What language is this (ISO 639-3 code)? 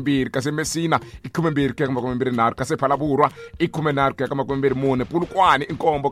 tso